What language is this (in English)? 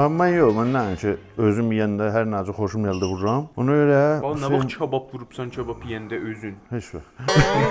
South Azerbaijani